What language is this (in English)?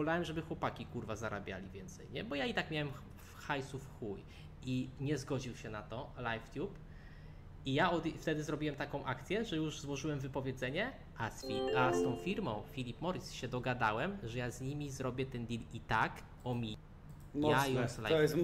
Polish